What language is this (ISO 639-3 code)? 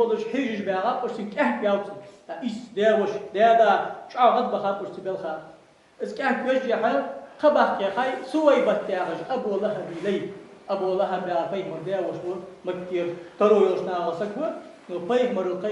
inh